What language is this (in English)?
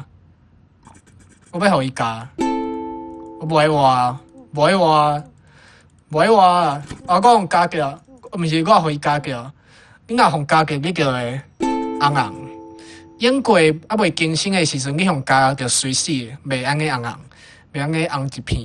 Min Nan Chinese